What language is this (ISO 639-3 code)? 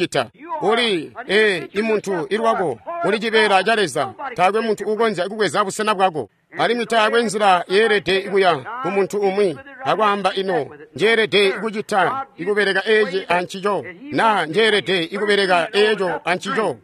toi